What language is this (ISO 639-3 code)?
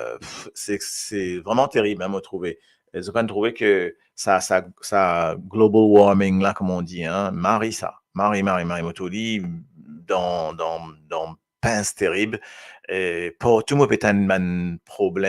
mfe